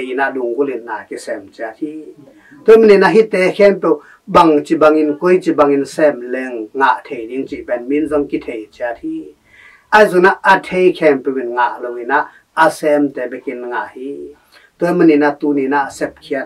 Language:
Tedim Chin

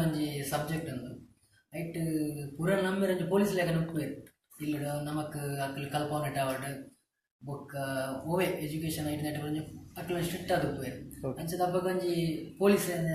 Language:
Tulu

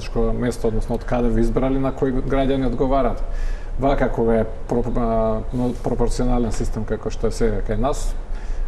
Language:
Macedonian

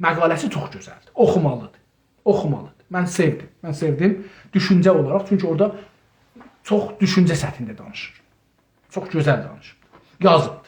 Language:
South Azerbaijani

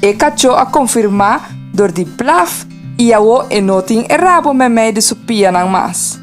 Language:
Papiamento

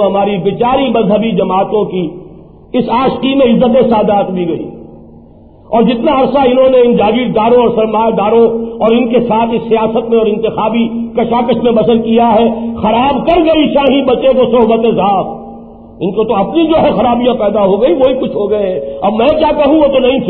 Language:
Urdu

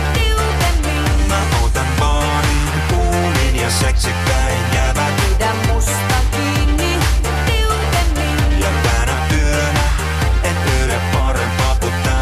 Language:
Finnish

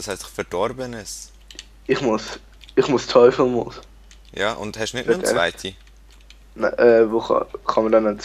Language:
Swiss German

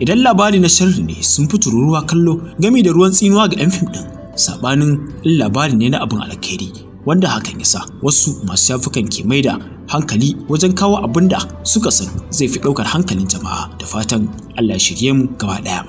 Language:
Hausa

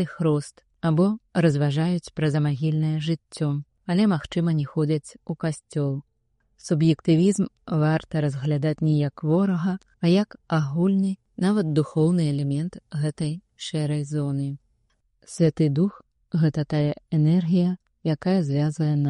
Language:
Belarusian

